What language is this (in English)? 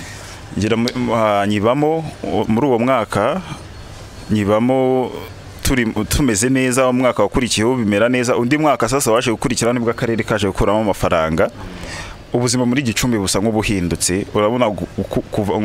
Kinyarwanda